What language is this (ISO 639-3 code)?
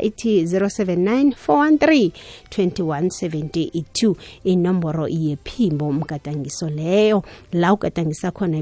nbl